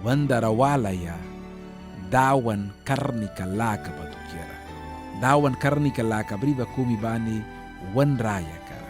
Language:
Mískito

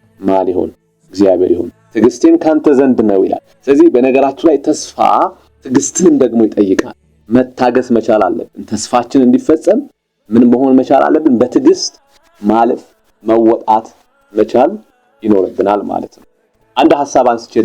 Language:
Amharic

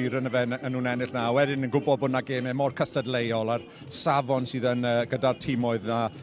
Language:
Welsh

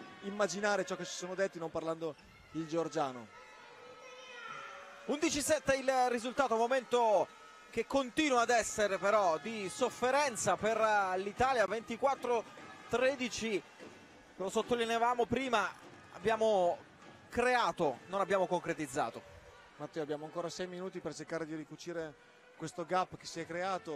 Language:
Italian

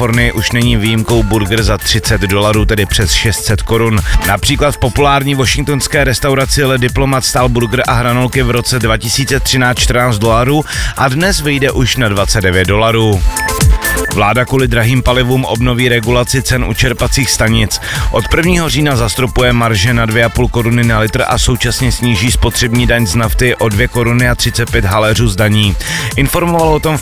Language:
Czech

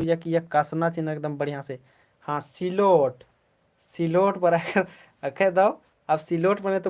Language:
Kurukh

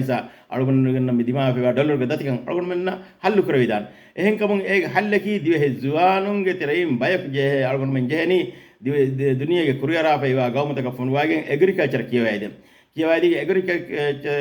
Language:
Divehi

